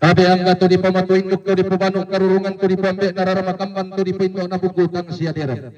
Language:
Toraja-Sa'dan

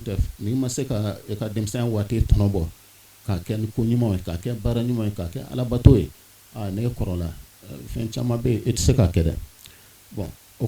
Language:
Bambara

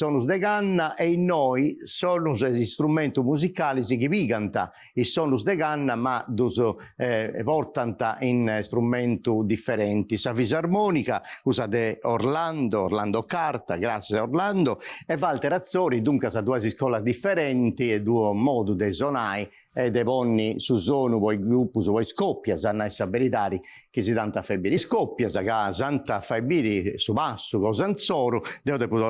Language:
Sardinian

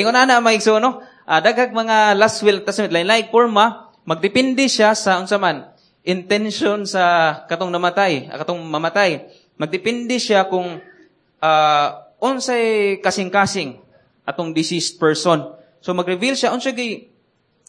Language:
Cebuano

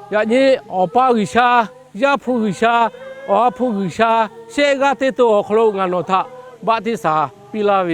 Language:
Lahu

